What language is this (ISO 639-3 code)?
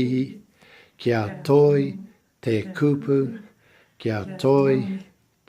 mri